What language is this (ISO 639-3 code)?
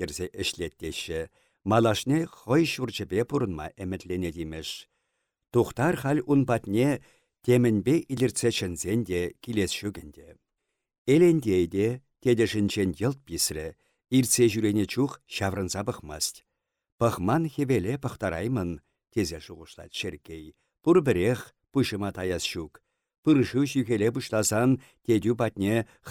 chv